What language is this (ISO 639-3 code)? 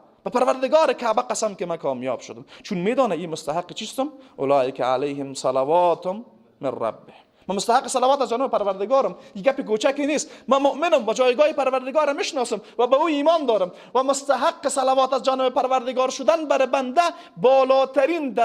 fas